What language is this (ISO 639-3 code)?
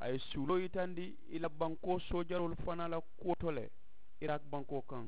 man